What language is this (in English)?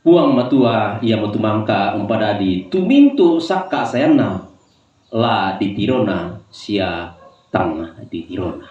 Toraja-Sa'dan